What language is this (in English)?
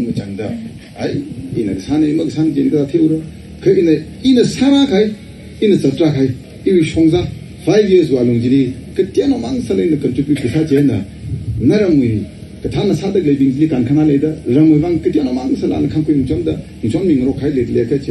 Tangkhul Naga (India)